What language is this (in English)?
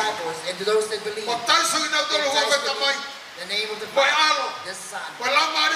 Tongan